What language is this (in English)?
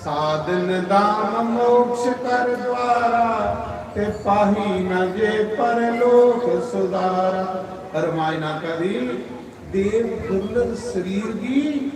Dogri